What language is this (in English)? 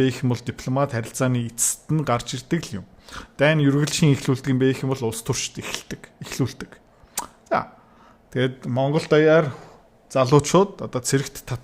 Mongolian